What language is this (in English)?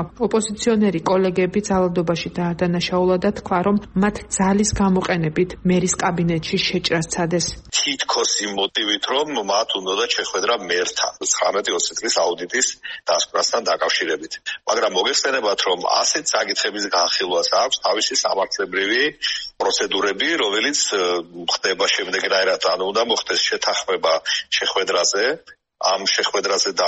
Georgian